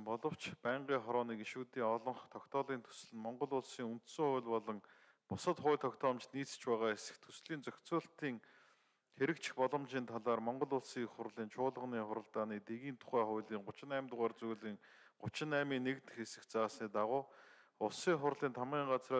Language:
Mongolian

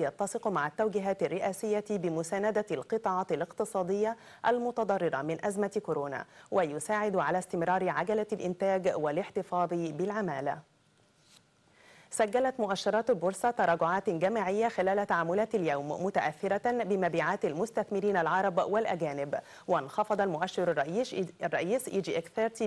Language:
Arabic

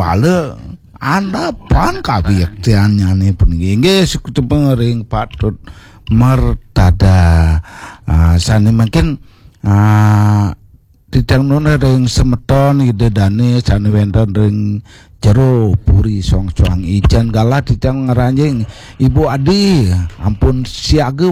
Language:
Balinese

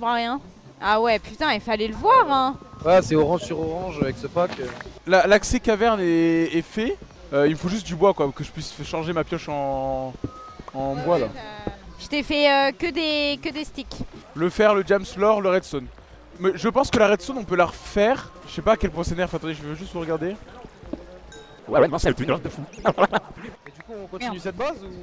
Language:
French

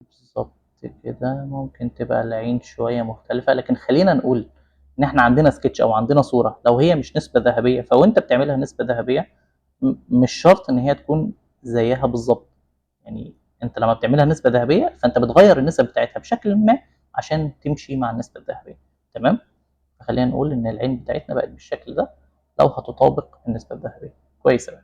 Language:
Egyptian Arabic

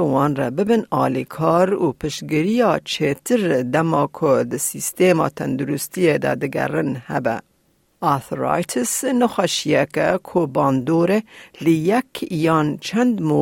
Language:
Kurdish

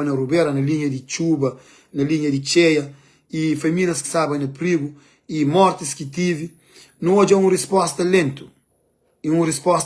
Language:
Kabuverdianu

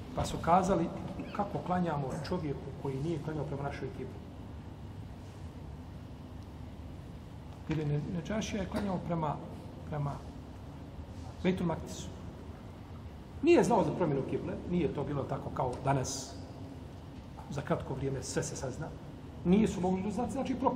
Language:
Bosnian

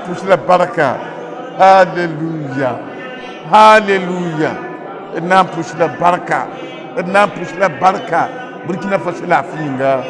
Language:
Mossi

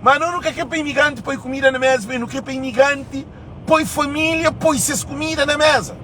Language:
Kabuverdianu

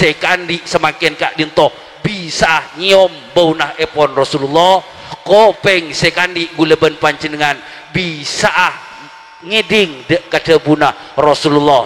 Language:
Madurese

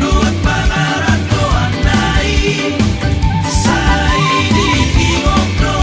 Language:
Batak Toba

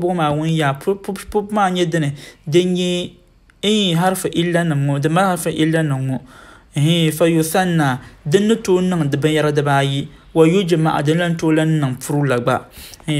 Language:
Dagbani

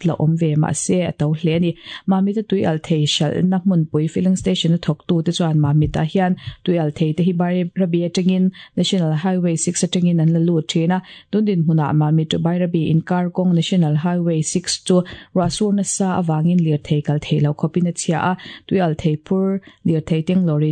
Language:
Mizo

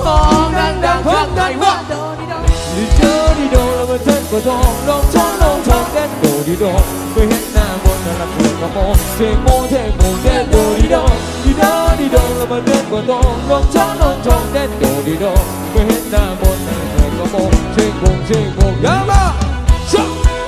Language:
Thai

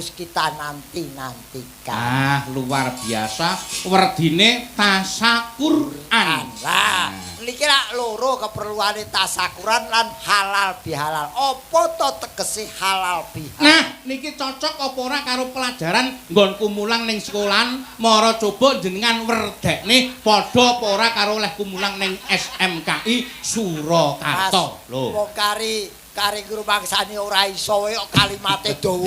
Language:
Javanese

